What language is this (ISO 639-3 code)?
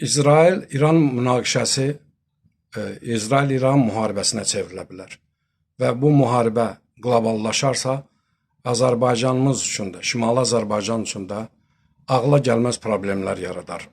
aze